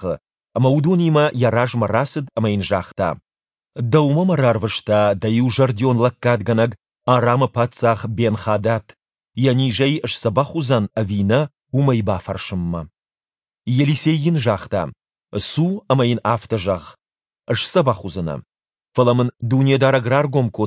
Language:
Ossetic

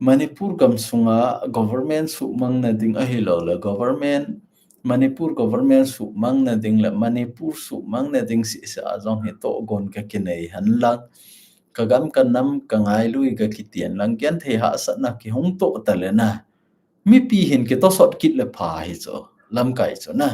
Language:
Thado Chin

